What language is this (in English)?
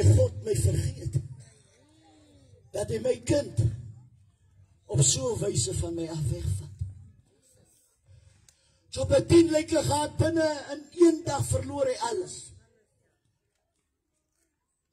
Afrikaans